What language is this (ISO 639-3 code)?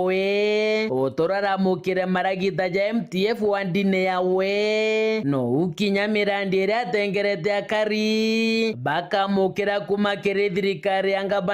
mer